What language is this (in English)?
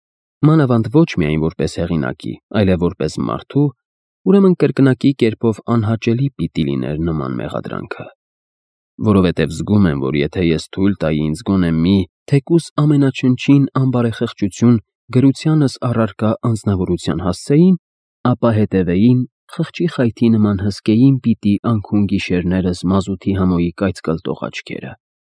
Armenian